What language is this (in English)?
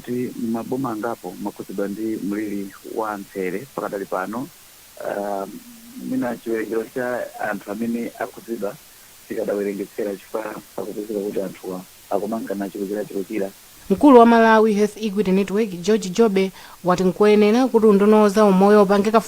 Nyanja